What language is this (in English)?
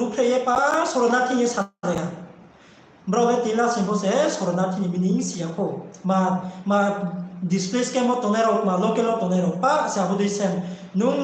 Riang (India)